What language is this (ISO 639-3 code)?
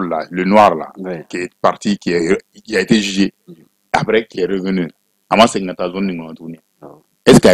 bam